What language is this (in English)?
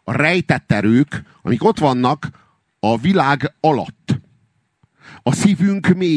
Hungarian